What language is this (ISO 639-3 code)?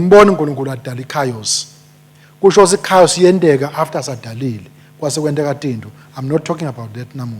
ssw